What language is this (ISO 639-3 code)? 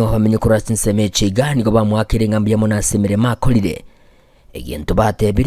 guz